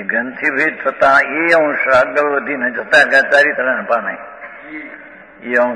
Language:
Gujarati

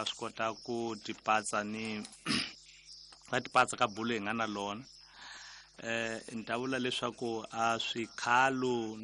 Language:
Tsonga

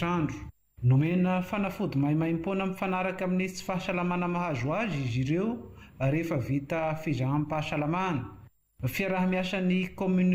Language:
Malagasy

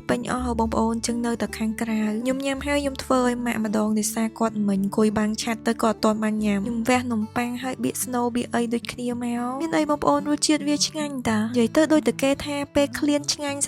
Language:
Khmer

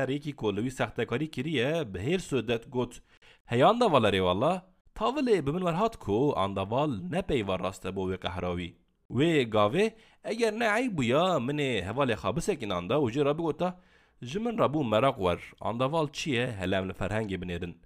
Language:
Kurdish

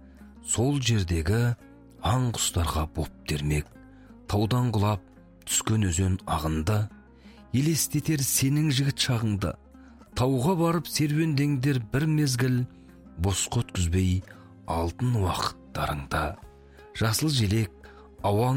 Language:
Kazakh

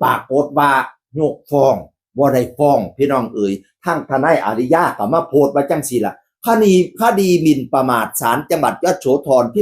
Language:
Northeastern Thai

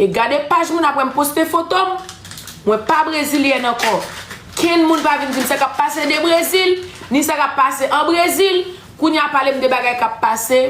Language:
Haitian Creole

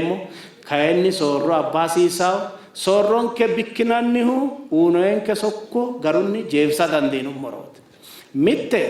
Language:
Sidamo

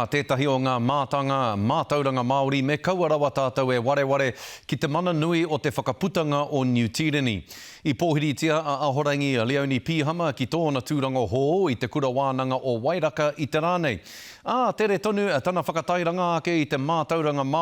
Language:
Māori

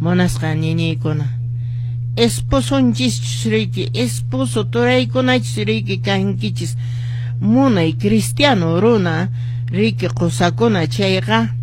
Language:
Quechua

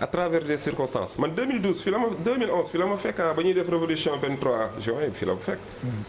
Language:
Wolof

